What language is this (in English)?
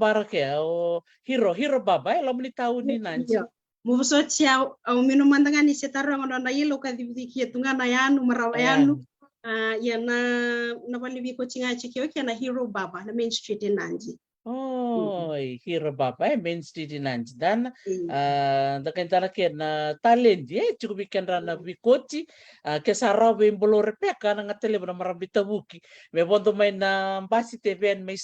Fijian